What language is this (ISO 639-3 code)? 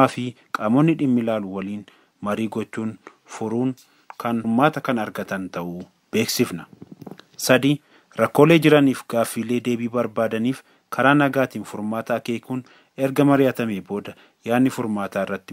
orm